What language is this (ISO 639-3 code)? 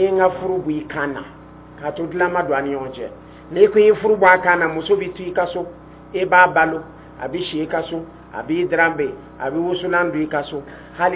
dyu